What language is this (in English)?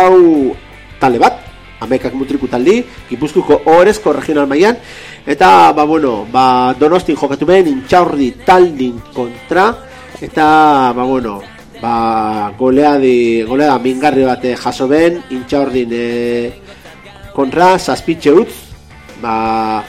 Basque